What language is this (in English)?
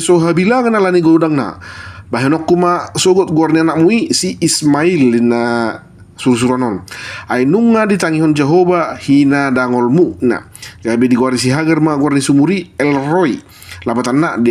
Batak Toba